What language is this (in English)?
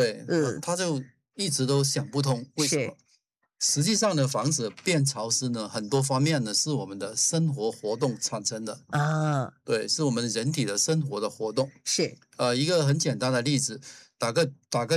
Chinese